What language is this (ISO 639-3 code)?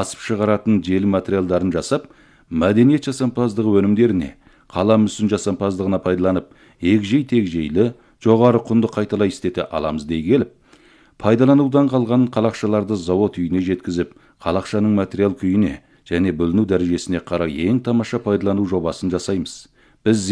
kaz